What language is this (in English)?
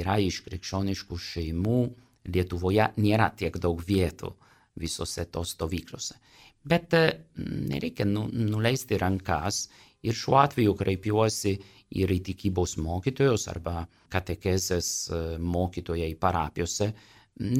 Lithuanian